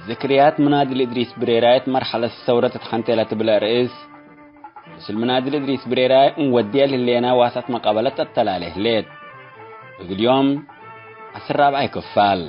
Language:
Tigre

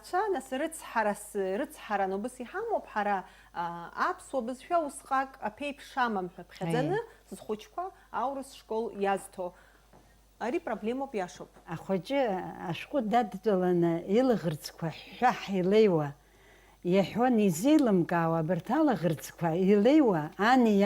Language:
Abkhazian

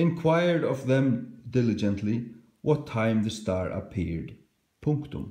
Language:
Faroese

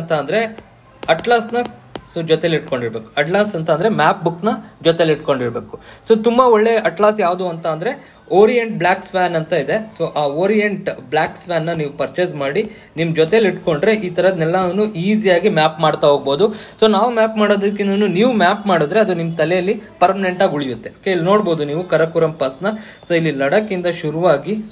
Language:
Kannada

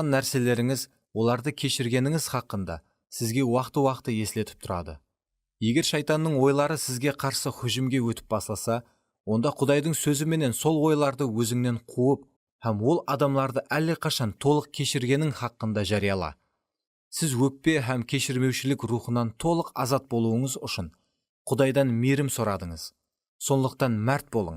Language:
Kara-Kalpak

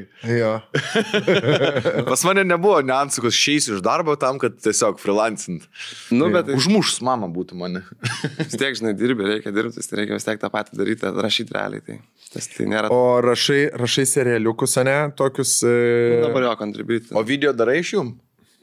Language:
Lithuanian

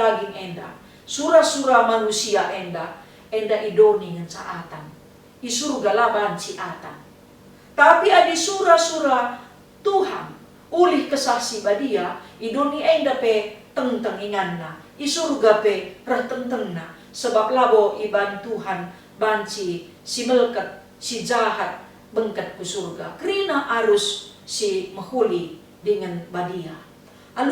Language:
Batak Karo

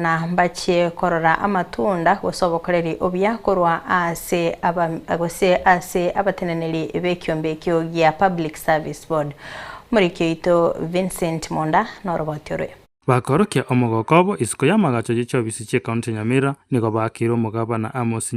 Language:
Gusii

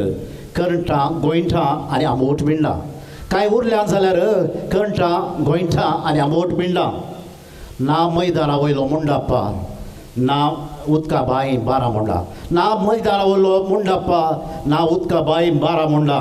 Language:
Konkani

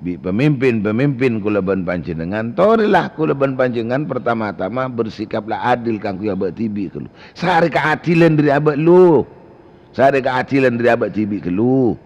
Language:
Madurese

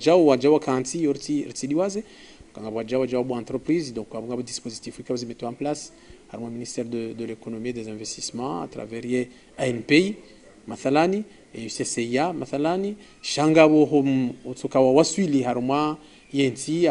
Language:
Ngazidja Comorian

